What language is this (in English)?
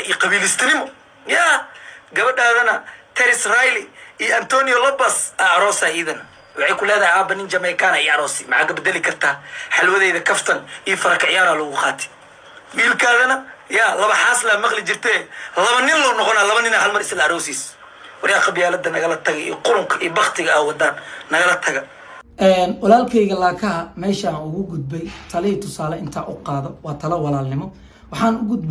Somali